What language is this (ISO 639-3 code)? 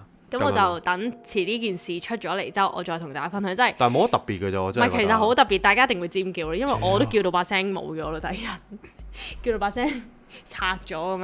yue